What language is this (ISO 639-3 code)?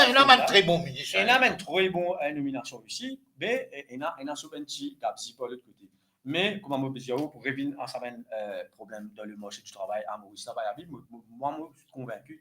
mfe